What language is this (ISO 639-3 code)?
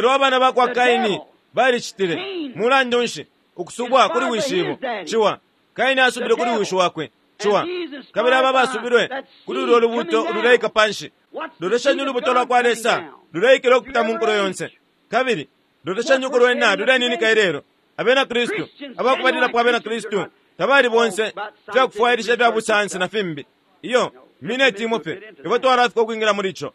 bem